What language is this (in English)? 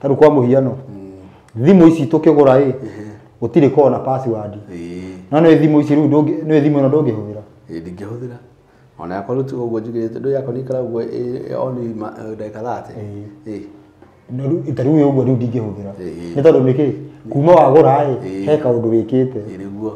Kikuyu